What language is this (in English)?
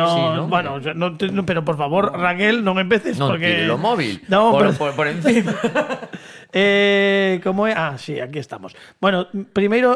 Galician